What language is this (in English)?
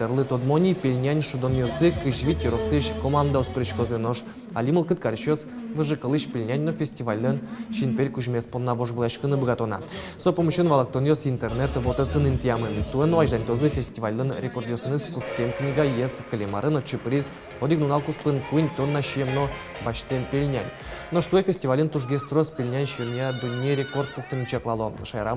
Udmurt